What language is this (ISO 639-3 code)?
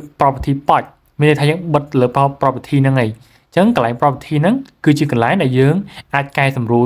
khm